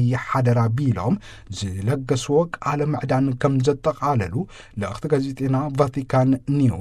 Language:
Tigrinya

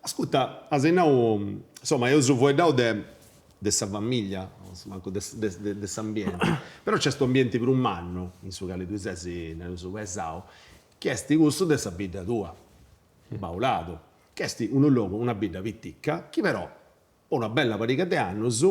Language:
Sardinian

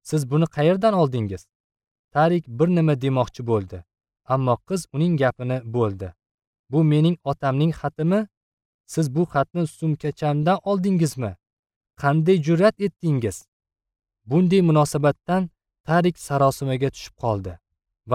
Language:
Uzbek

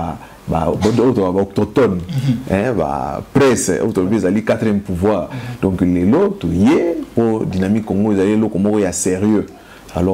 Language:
Lingala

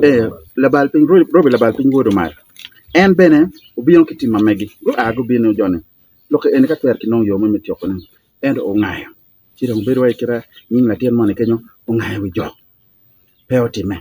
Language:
Acoli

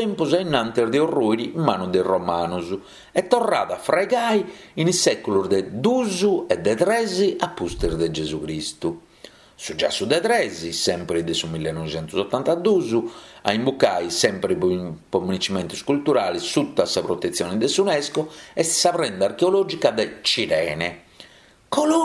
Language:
Sardinian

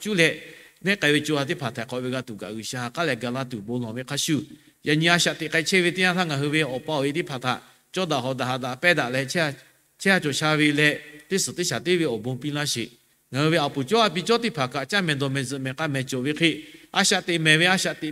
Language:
Lahu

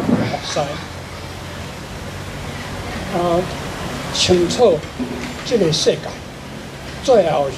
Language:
Chinese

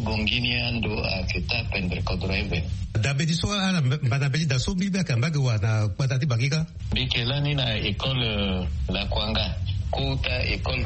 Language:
Sango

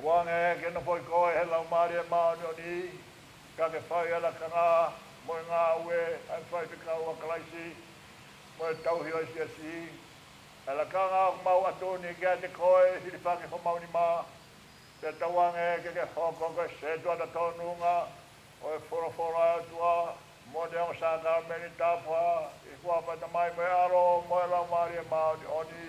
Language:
Tongan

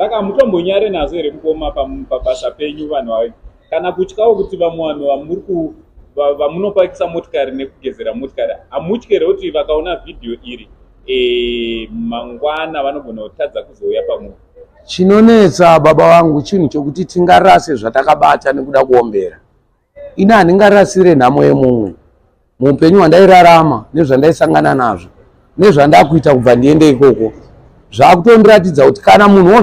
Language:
Shona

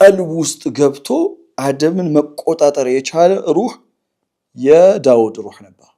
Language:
Amharic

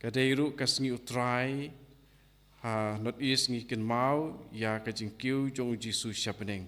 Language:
Khasi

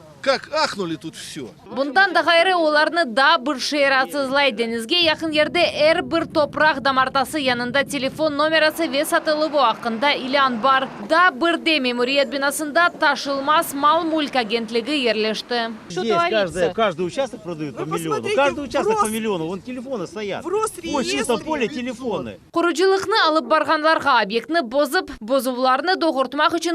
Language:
Crimean Tatar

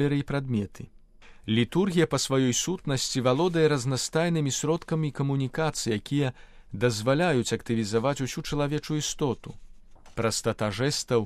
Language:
Belarusian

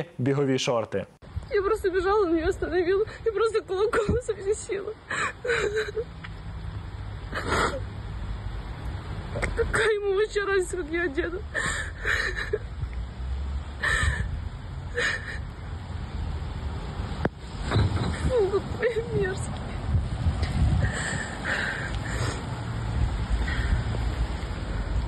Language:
Ukrainian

